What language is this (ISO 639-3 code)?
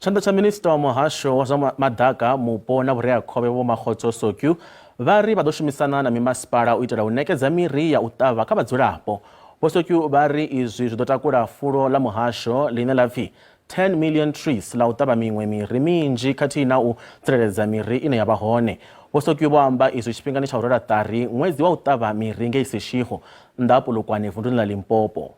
ven